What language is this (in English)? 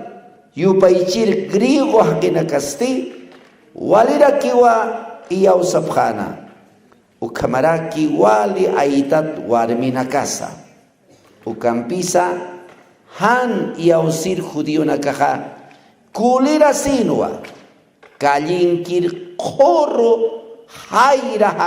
Aymara